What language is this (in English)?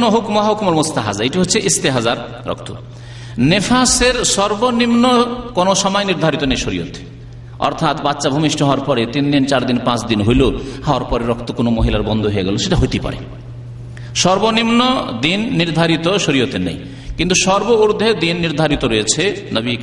Bangla